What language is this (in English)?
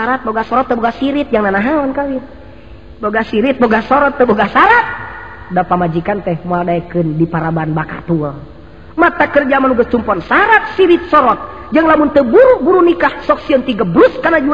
Sundanese